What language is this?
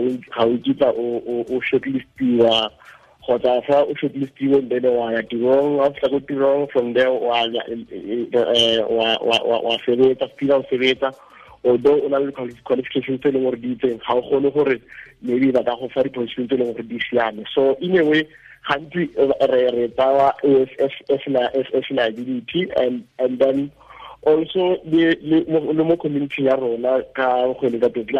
Tswana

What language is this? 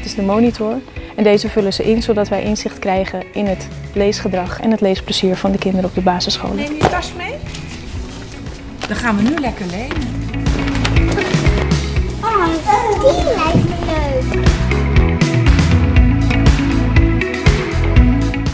Dutch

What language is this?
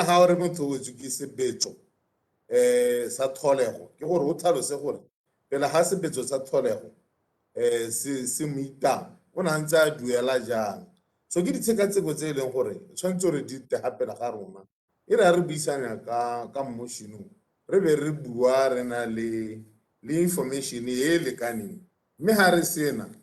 Tswana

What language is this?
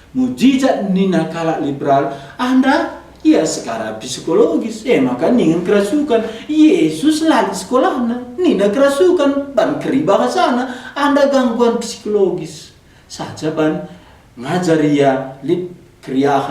Batak Karo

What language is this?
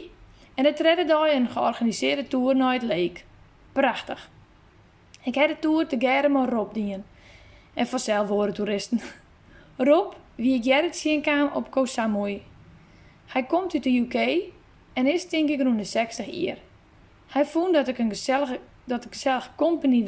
Western Frisian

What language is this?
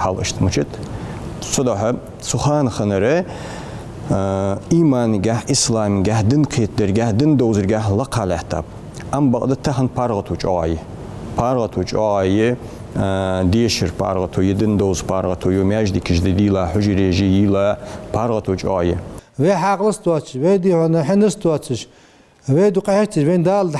Ingush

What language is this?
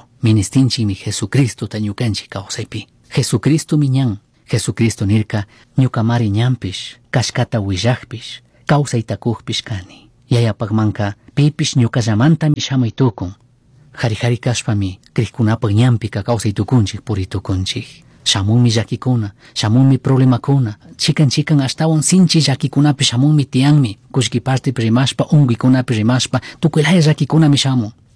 Chimborazo Highland Quichua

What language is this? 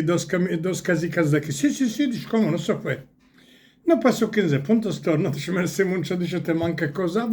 Ladino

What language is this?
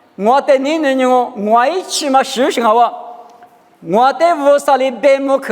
Lisu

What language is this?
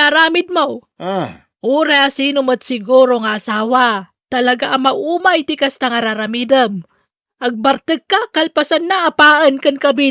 Iloko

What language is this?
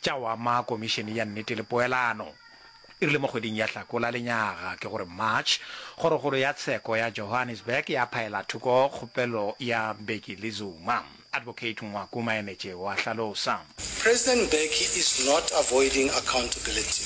Northern Sotho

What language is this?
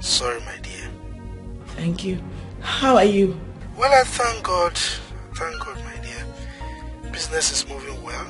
Nigerian Pidgin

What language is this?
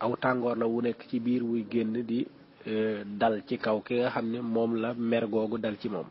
Wolof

